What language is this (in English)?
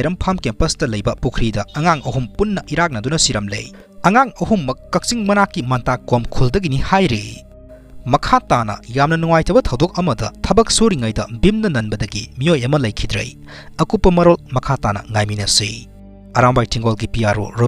Manipuri